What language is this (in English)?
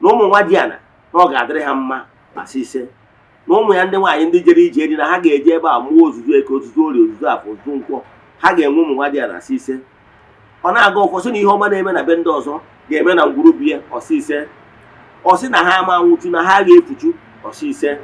Igbo